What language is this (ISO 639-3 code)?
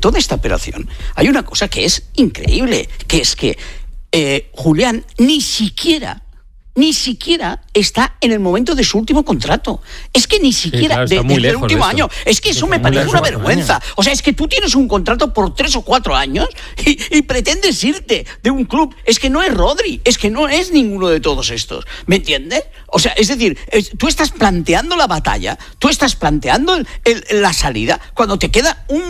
spa